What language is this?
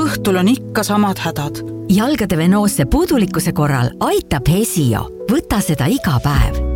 Estonian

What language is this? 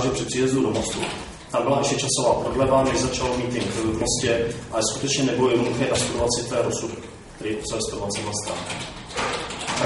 Czech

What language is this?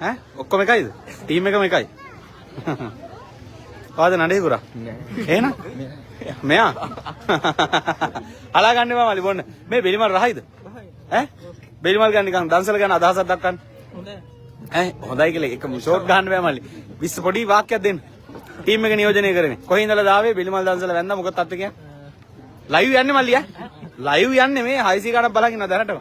Sinhala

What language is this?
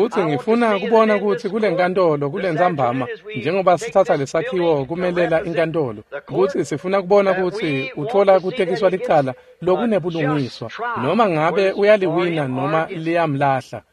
Swati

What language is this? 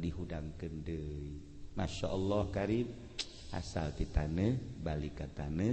Sundanese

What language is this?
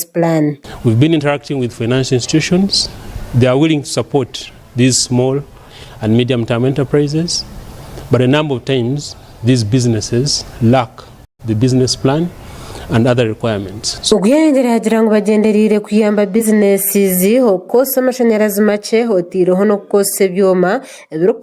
Nyankole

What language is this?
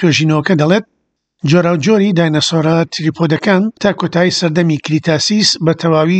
Central Kurdish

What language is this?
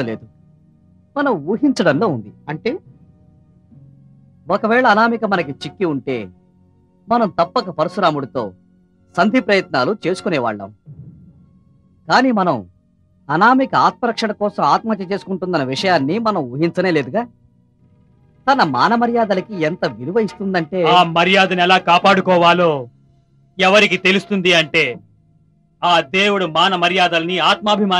Telugu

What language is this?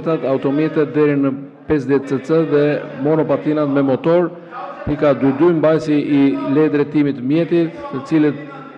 Albanian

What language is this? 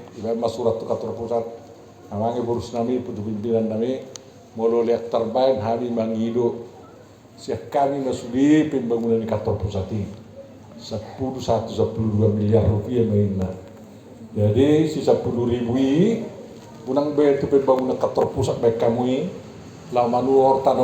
Batak Toba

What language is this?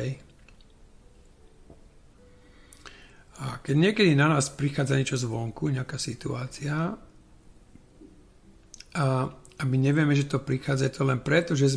Slovak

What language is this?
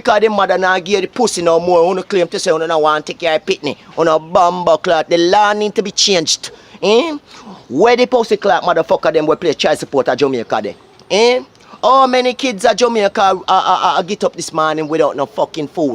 Jamaican Creole English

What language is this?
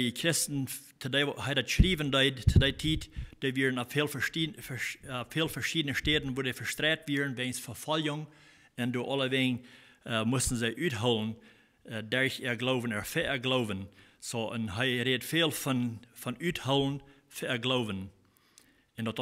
Plautdietsch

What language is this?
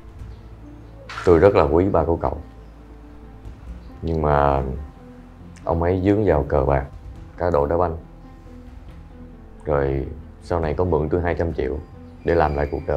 Vietnamese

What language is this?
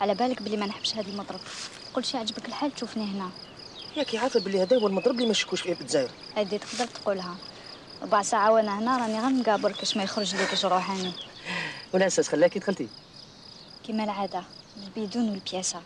Algerian Arabic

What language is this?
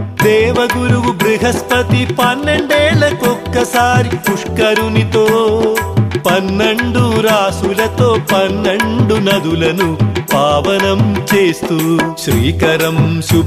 Telugu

